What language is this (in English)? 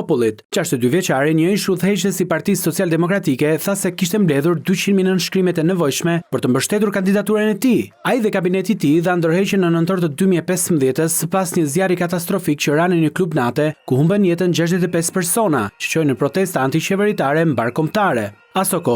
Albanian